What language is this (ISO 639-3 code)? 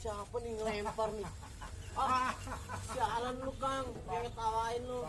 bew